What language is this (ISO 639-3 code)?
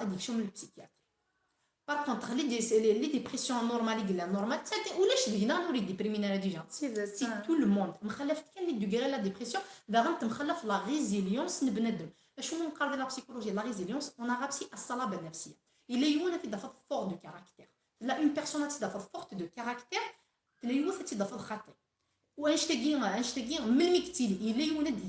kab